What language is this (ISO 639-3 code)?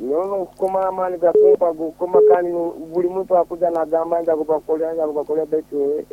nyn